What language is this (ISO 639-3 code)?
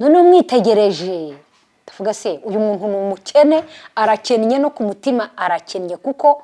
kin